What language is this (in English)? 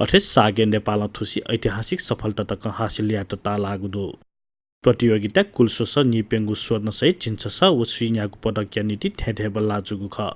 Newari